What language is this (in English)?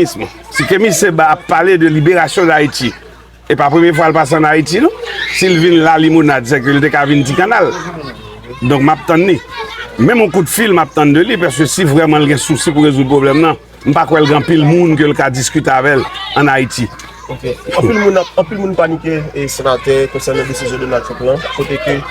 Haitian Creole